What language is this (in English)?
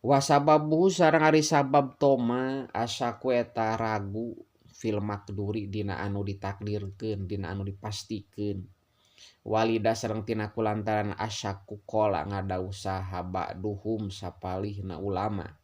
Sundanese